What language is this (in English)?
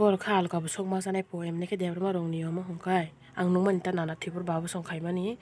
Kok Borok